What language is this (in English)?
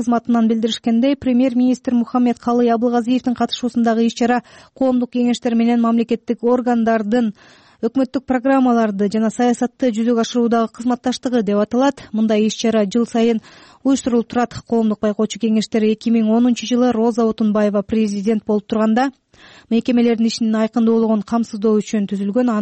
Kyrgyz